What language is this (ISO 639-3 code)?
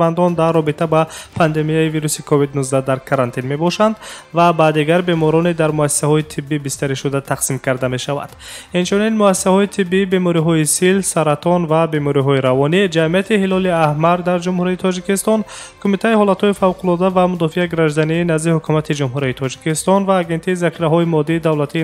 tgk